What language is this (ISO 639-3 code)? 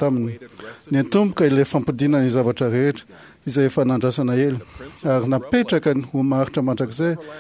mlg